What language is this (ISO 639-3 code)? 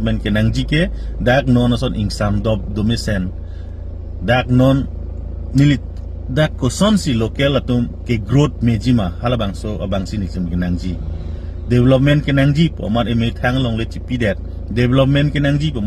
mjw